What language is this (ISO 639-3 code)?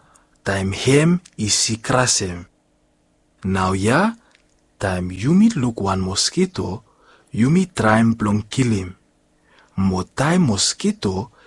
bis